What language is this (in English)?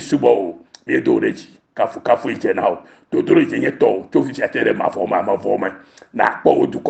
Ewe